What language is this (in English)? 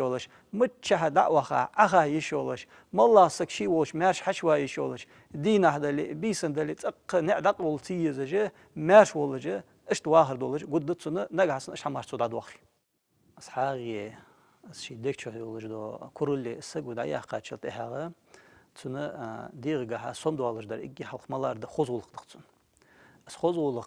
Ingush